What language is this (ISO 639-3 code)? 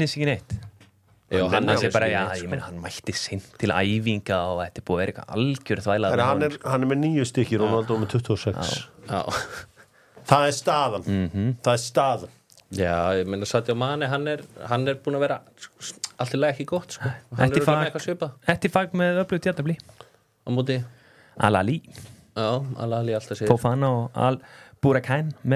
isl